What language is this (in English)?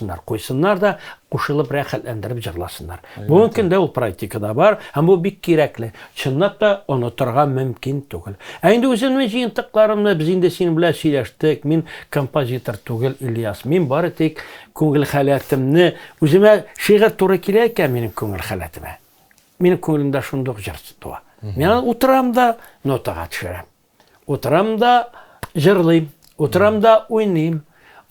Tatar